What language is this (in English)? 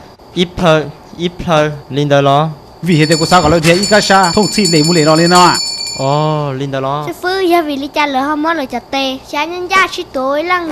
Hmong